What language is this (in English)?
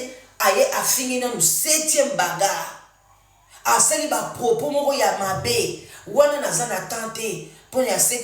Lingala